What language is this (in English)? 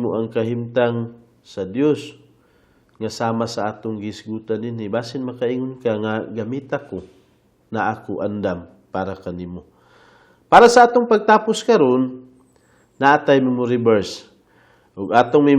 Cebuano